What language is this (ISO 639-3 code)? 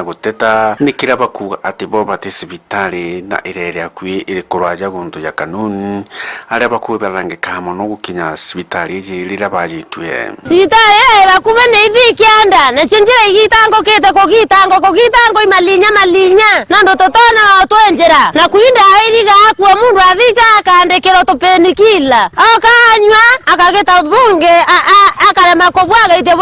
mer